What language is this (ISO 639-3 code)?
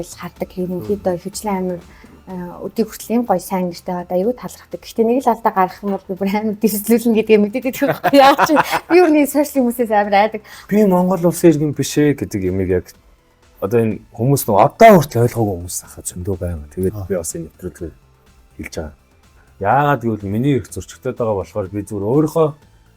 mon